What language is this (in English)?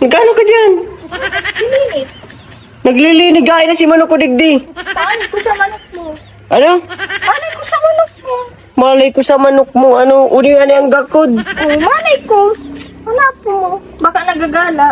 Bikol